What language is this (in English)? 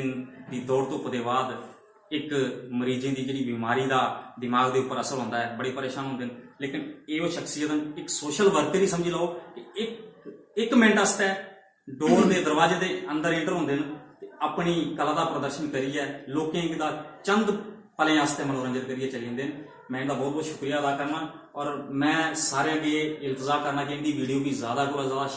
Dogri